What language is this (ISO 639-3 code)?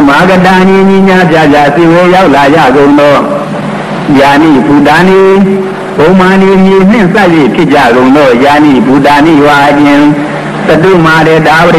mya